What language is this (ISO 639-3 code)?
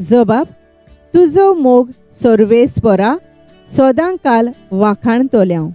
kok